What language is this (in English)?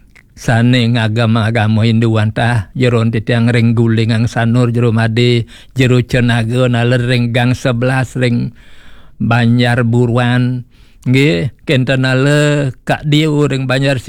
Balinese